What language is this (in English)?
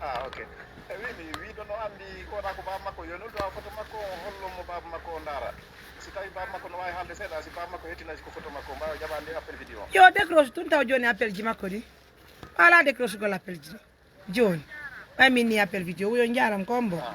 Pular